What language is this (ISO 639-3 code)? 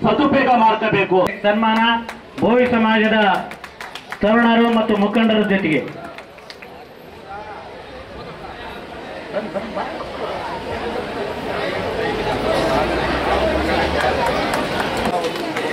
kan